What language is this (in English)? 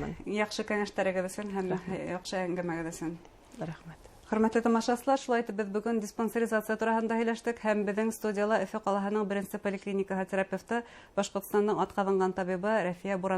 Bashkir